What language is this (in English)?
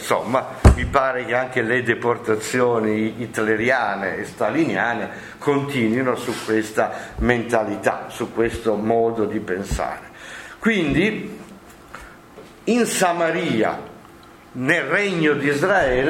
Italian